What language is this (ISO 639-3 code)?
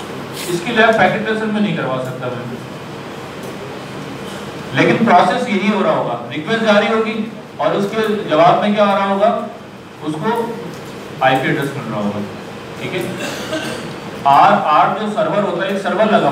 hin